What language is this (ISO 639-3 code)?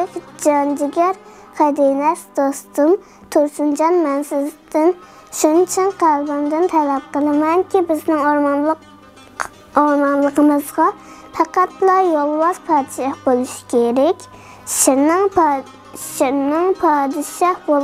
uig